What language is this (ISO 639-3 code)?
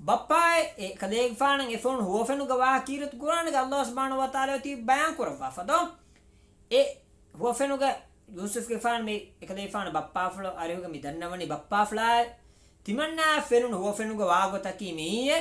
div